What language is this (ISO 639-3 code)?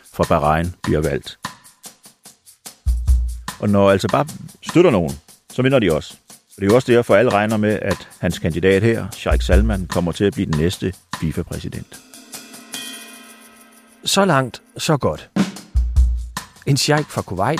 dan